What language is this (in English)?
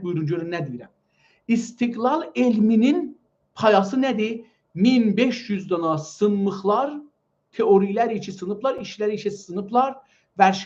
South Azerbaijani